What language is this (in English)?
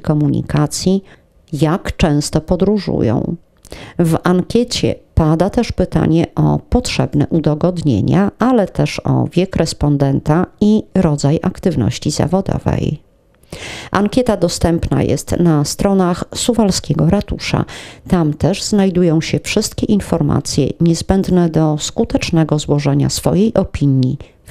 Polish